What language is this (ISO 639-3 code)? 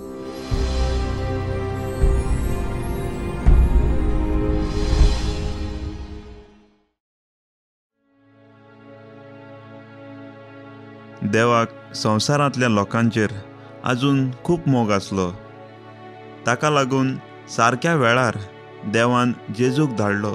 kok